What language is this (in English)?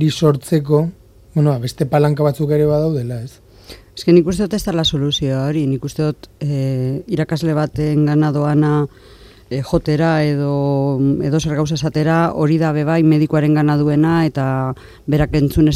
Basque